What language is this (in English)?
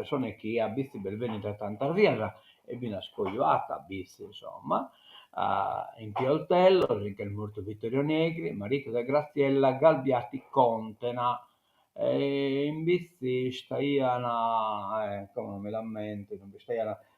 Sardinian